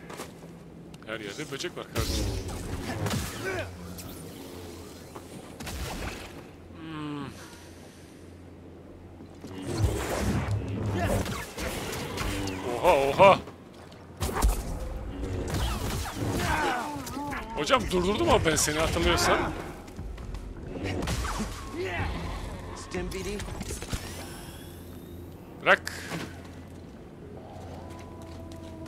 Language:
Turkish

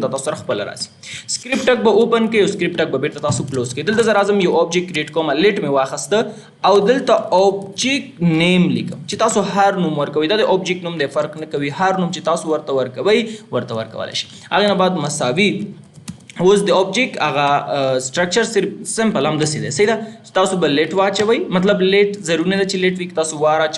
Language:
Pashto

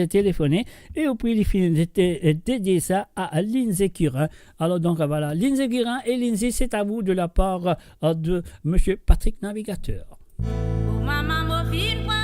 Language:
Morisyen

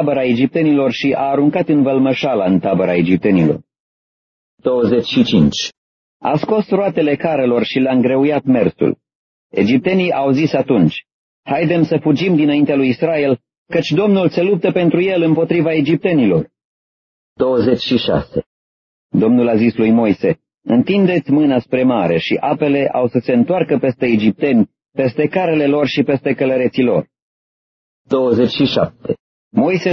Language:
Romanian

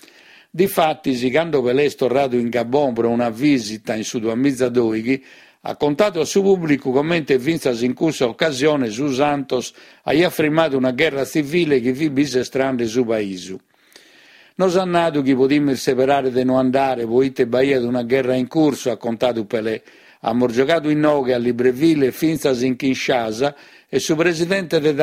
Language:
Sardinian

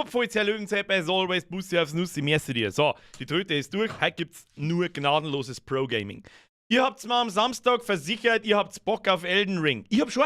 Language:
Bavarian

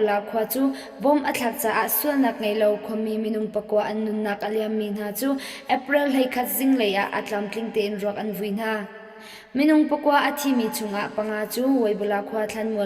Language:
Hakha Chin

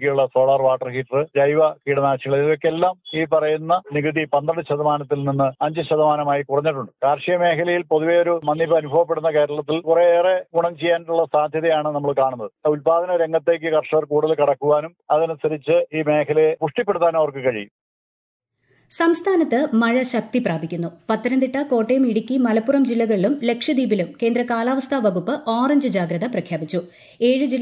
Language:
Malayalam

